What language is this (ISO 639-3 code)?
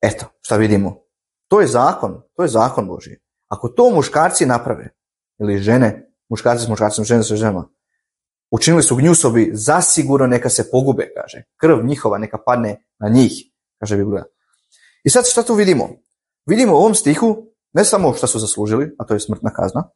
hrv